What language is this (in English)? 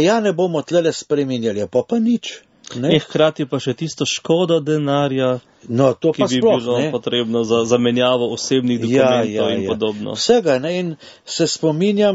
Slovenian